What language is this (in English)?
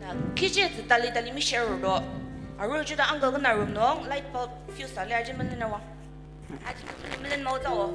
Ao Naga